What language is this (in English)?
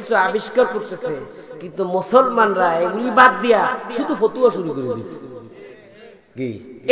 Bangla